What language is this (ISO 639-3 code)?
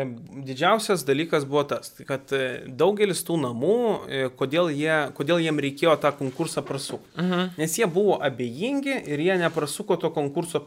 lit